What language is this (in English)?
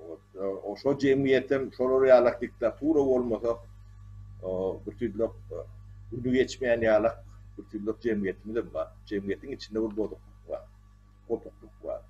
Turkmen